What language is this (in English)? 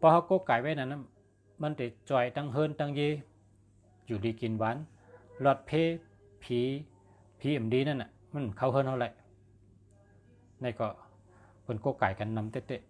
Shan